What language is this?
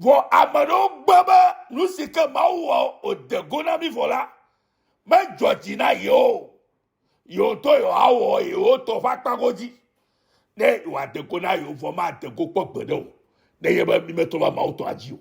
Ewe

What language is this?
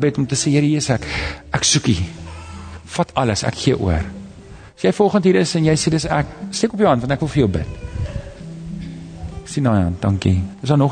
Afrikaans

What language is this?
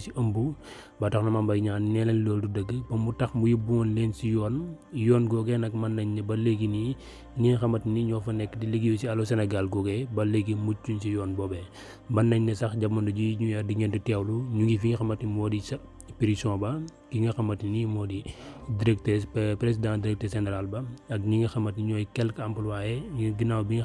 Wolof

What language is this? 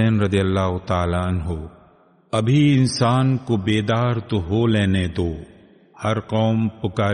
Urdu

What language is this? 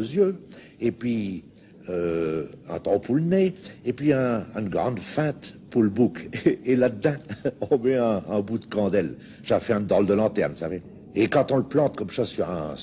Picard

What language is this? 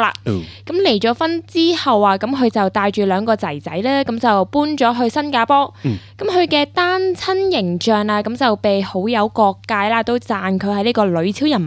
Cantonese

